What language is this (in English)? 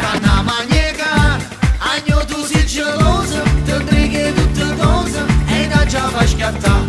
Neapolitan